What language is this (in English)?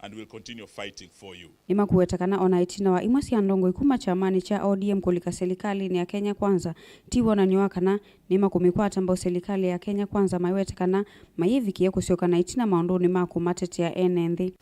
Kamba